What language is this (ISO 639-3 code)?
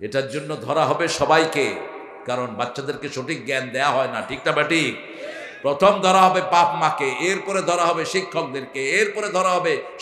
ben